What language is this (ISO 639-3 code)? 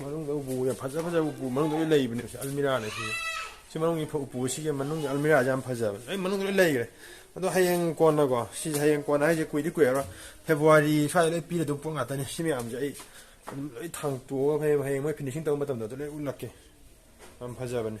mni